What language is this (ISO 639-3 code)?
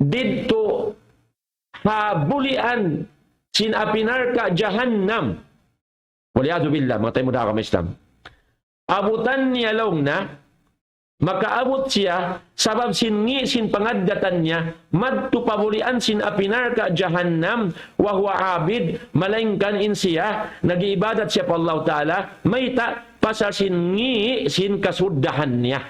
tsg